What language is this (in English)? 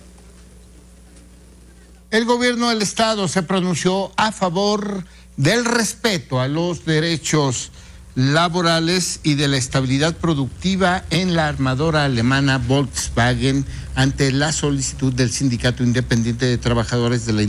Spanish